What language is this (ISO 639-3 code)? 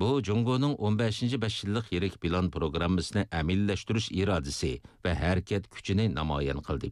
uig